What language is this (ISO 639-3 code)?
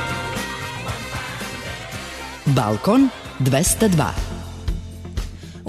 srp